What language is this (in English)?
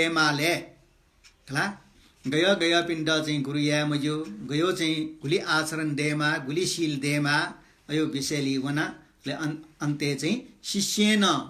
Newari